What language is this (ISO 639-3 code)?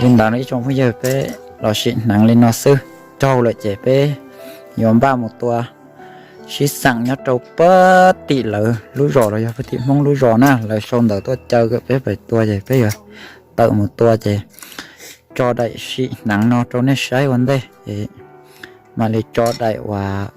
hmn